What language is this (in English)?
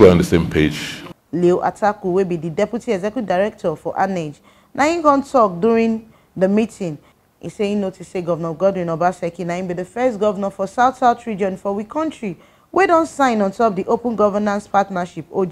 Nigerian Pidgin